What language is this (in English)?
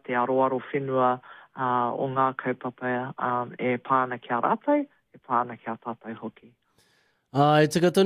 Māori